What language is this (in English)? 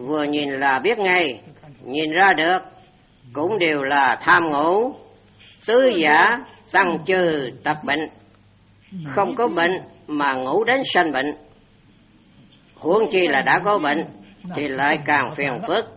Vietnamese